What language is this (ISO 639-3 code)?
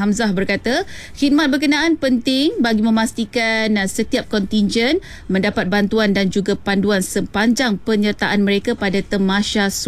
msa